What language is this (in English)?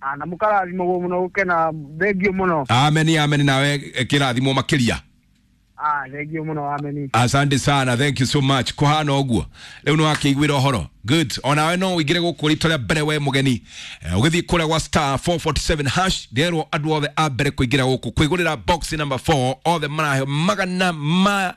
Kikuyu